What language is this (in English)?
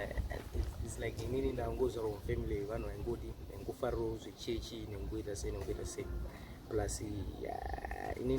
Shona